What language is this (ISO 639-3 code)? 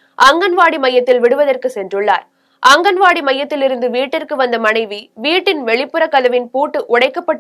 tam